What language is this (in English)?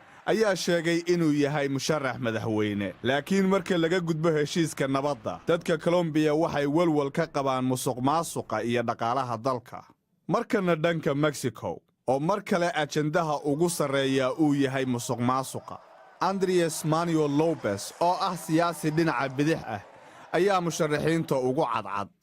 Somali